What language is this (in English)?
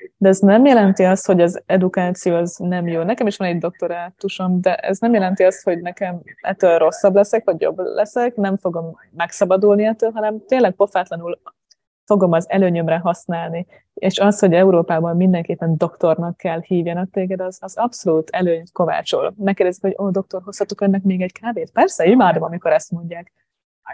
Hungarian